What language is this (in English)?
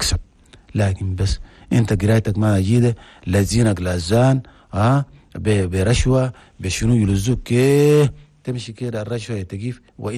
Chadian Arabic